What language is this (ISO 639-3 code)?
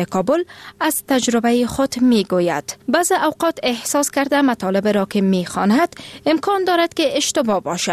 fas